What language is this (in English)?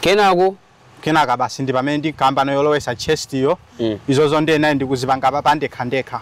Nyanja